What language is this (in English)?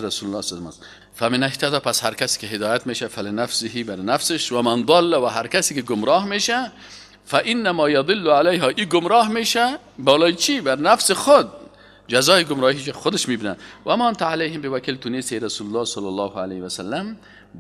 Persian